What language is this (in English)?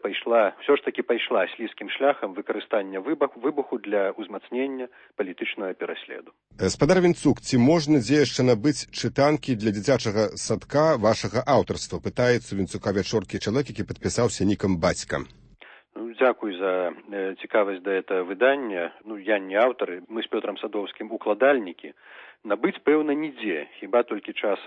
Belarusian